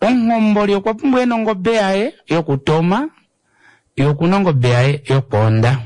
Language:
Kuanyama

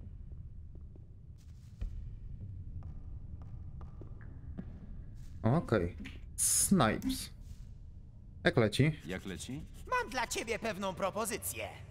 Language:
Polish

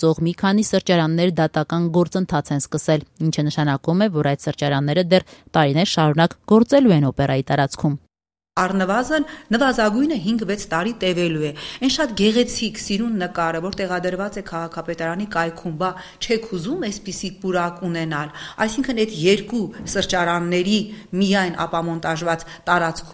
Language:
Armenian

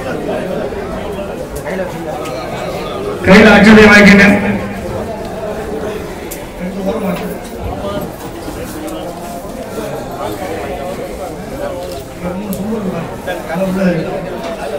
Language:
Tamil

